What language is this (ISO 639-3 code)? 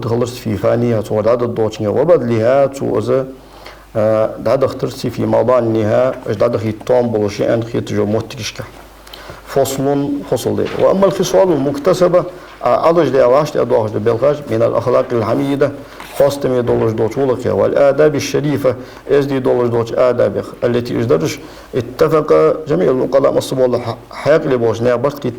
inh